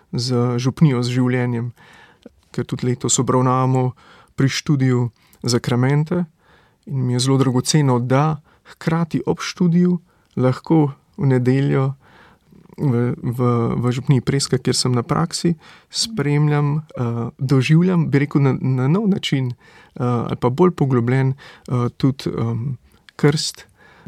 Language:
Slovenian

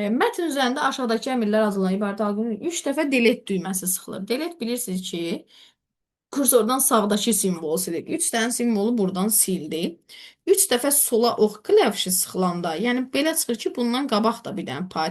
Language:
Azerbaijani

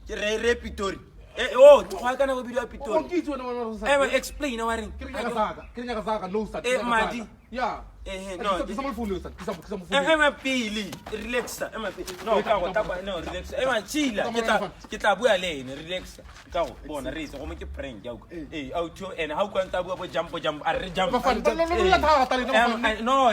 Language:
Tswana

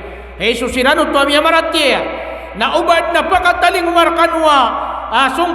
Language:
Maranao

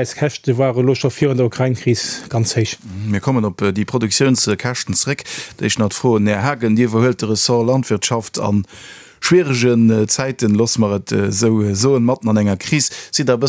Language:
Luxembourgish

